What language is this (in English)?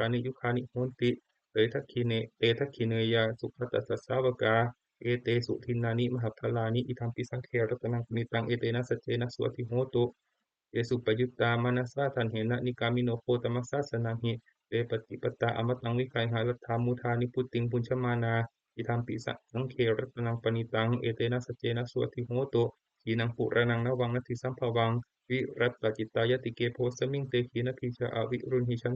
Pali